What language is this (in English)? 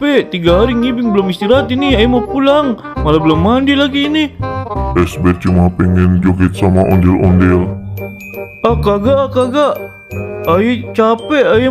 Betawi